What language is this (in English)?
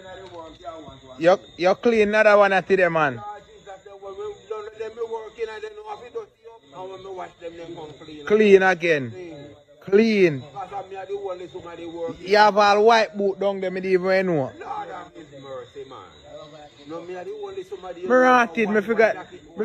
Jamaican Creole English